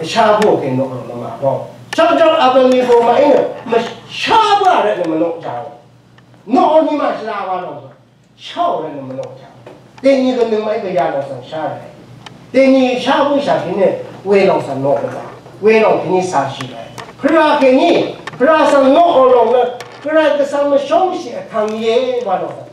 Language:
Rawang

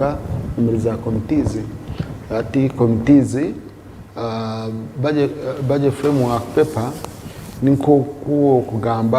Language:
Nyankole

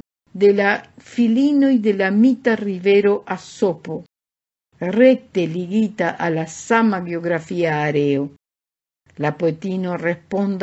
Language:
Esperanto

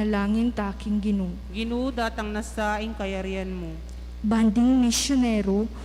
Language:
Pampanga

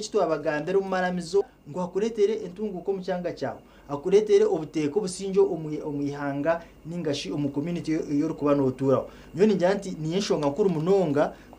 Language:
Nyankole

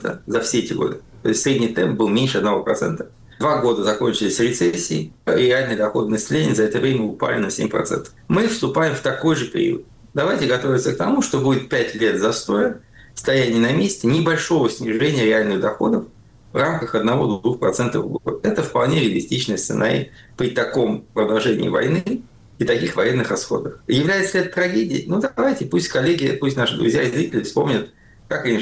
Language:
Russian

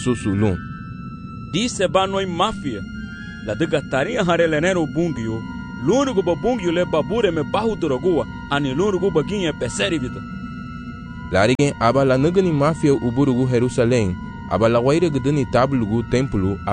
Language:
Garifuna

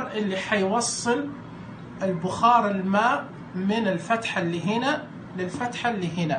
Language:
Najdi Arabic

